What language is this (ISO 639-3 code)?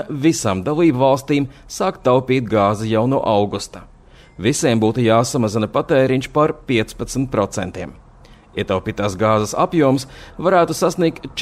lav